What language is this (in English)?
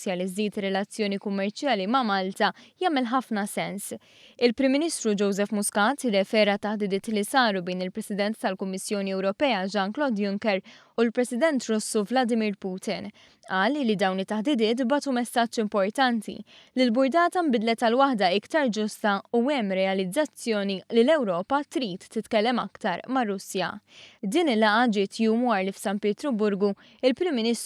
Maltese